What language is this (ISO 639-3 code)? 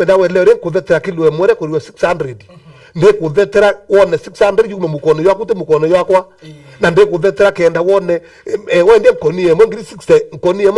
mer